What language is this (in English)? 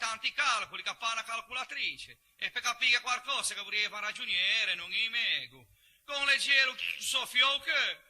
Ligurian